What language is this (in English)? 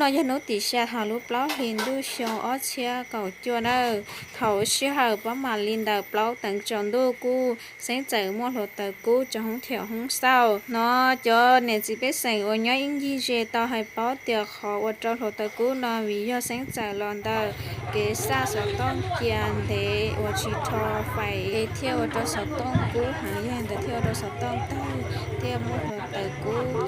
Hmong